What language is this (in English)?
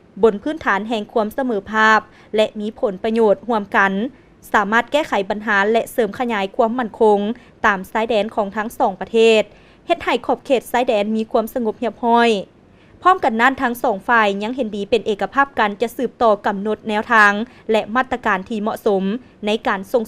Lao